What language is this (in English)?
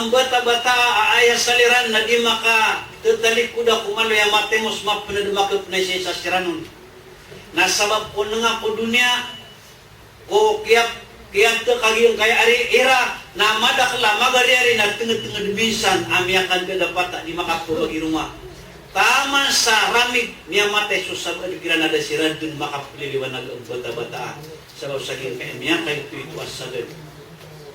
Maranao